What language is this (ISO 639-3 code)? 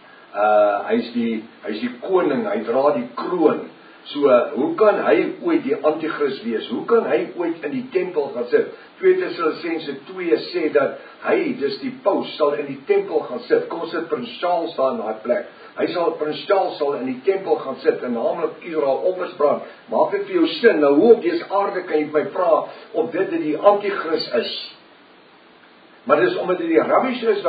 afr